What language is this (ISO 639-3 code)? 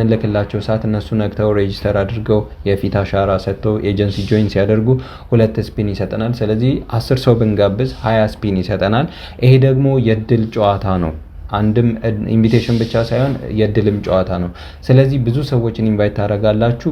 amh